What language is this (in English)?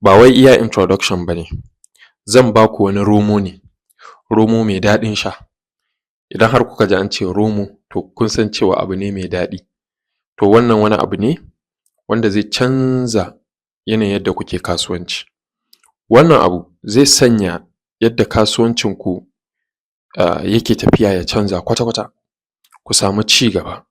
Hausa